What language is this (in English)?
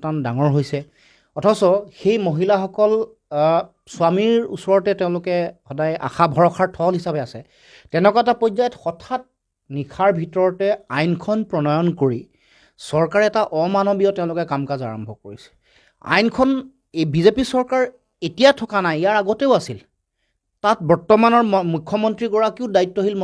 Assamese